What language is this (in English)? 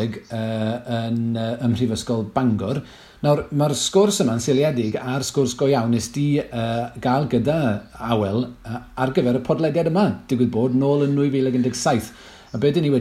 Welsh